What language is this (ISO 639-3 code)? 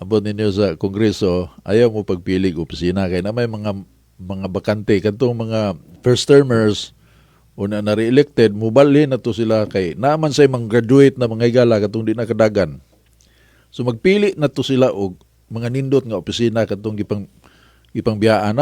ceb